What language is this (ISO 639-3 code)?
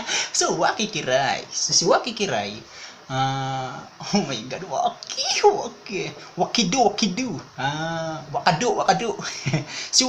ceb